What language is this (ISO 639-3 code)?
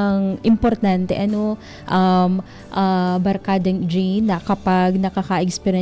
bik